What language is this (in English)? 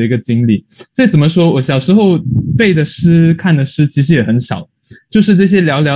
Chinese